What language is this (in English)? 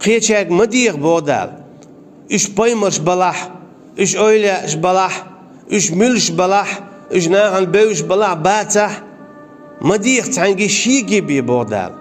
Chechen